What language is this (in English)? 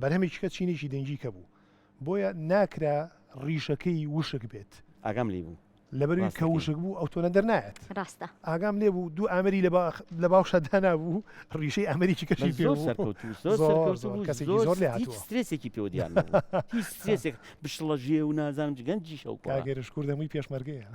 Central Kurdish